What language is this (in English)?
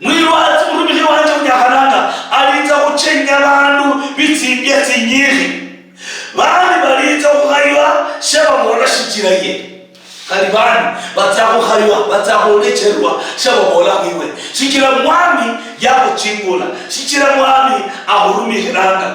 Luyia